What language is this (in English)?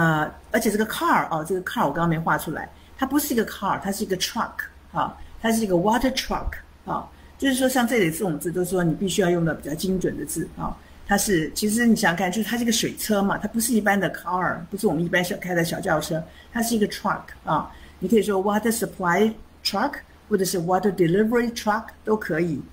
Chinese